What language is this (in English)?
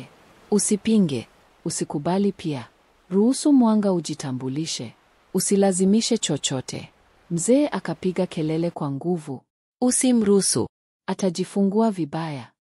Swahili